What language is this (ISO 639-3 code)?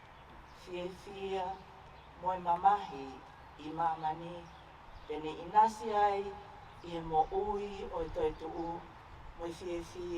ton